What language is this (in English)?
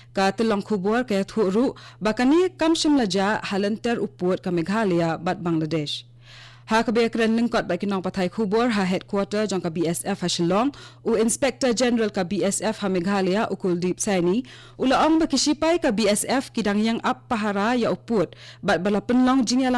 Khasi